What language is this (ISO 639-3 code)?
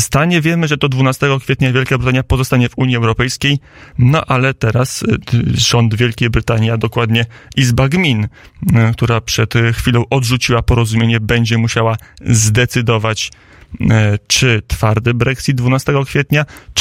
pol